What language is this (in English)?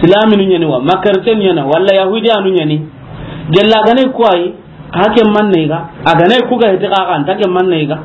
Soninke